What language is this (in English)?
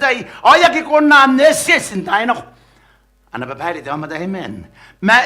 Gilbertese